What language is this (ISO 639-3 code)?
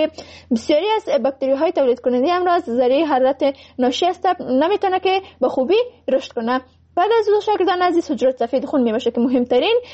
fas